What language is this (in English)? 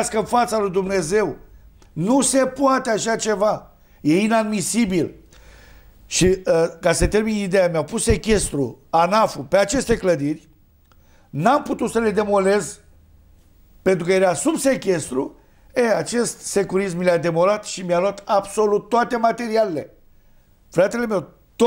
Romanian